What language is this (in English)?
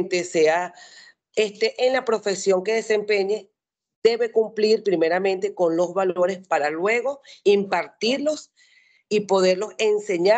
Spanish